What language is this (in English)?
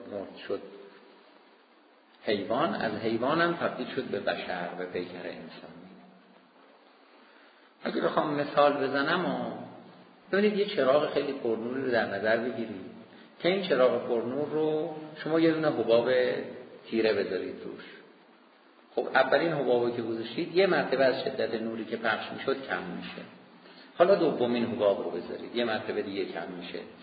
Persian